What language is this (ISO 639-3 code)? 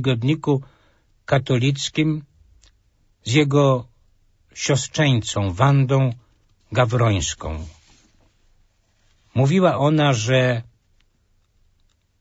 pol